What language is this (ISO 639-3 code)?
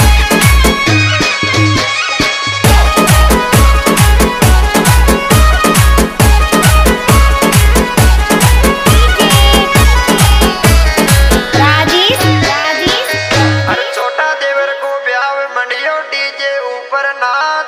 raj